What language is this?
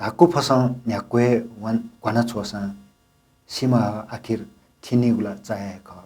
Newari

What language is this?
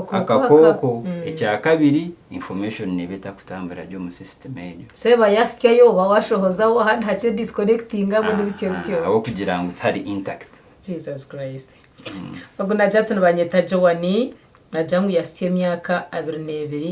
Nyankole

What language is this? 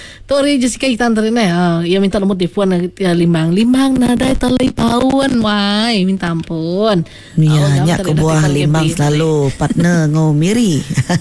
Iban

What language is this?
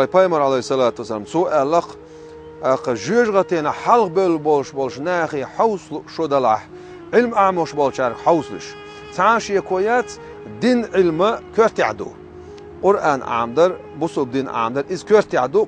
Chechen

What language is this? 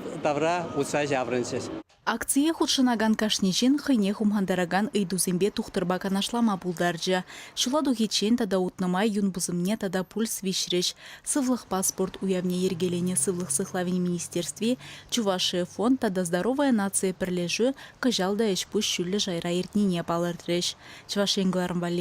Chuvash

